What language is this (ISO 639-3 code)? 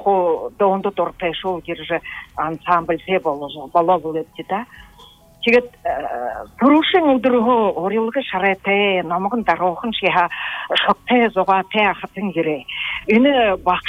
bua